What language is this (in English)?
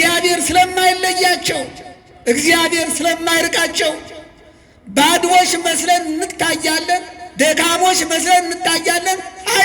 Amharic